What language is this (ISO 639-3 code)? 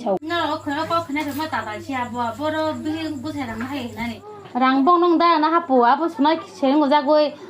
trp